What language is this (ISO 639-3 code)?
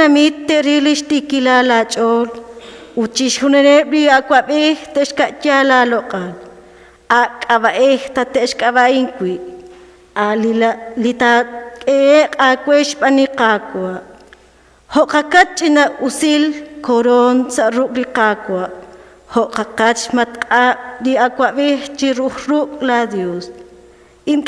kek